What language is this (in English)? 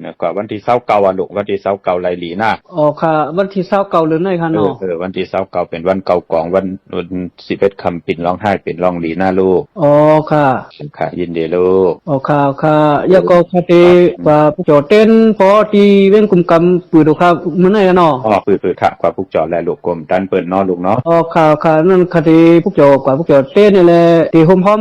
Shan